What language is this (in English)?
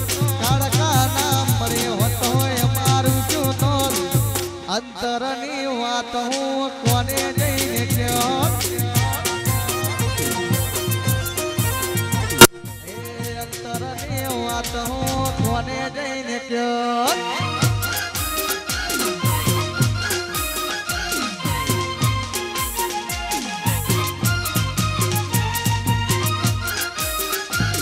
Gujarati